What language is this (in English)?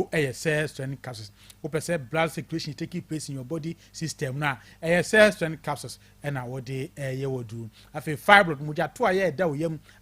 Akan